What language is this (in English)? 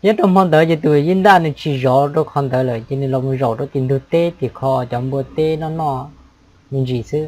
Hmong